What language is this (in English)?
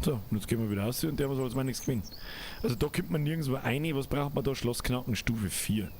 Bavarian